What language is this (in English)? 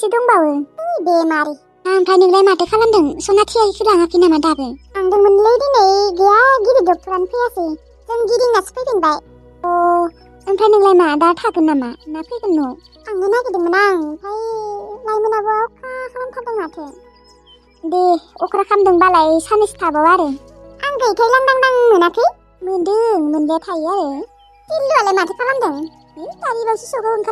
Bodo